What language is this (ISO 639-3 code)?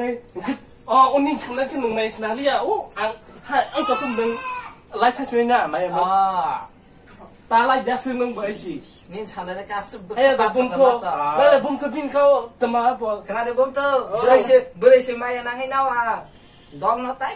trp